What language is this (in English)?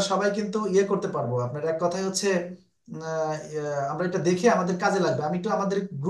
Bangla